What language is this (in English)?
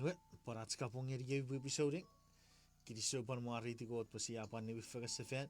Chuukese